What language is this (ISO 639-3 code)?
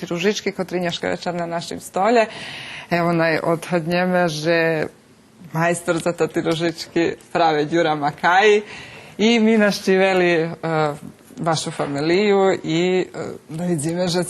rue